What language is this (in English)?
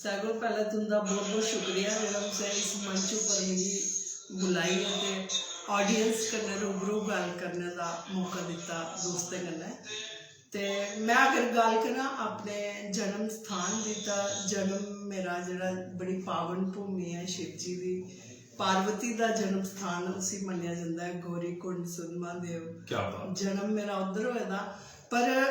Dogri